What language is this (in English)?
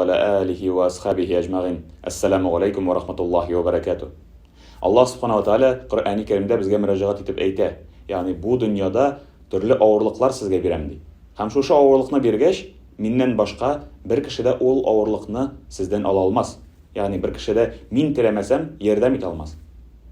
Tatar